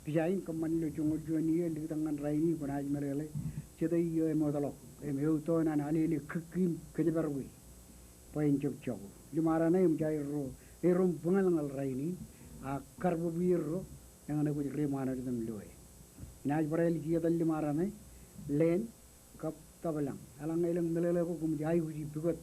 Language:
Marshallese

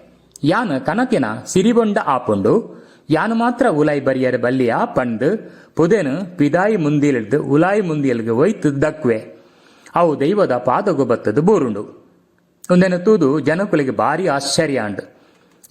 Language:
Tulu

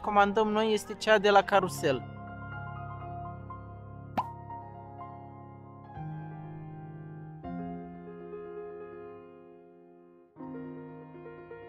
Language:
Romanian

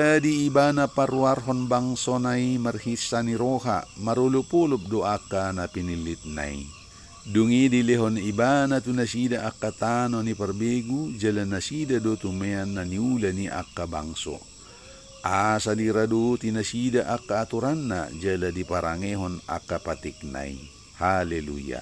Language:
Batak Toba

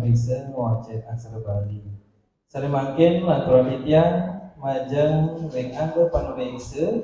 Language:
Balinese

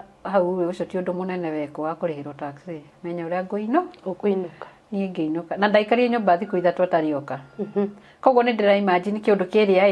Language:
Kikuyu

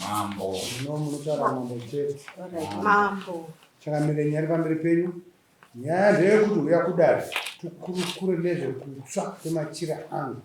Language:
Shona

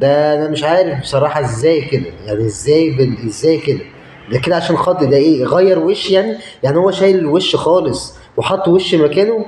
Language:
Egyptian Arabic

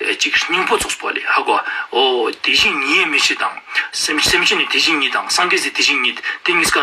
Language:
Ladakhi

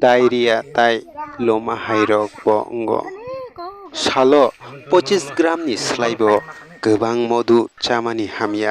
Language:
Kok Borok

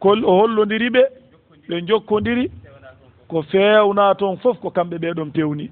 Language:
Fula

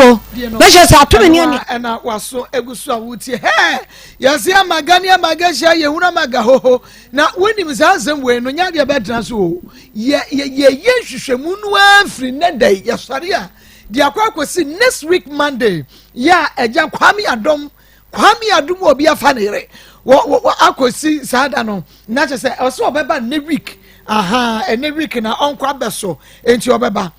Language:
Akan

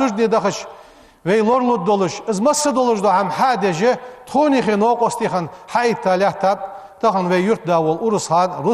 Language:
Ingush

